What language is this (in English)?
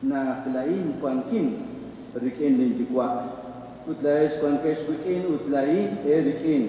Kekchí